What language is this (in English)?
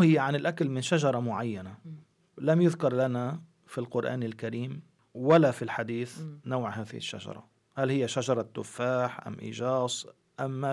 Arabic